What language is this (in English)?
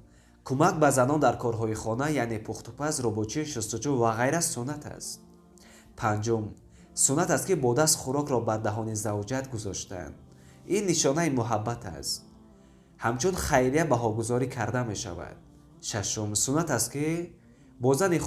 Tajik